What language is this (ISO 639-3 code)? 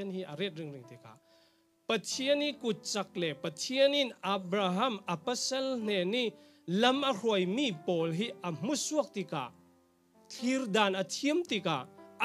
cfm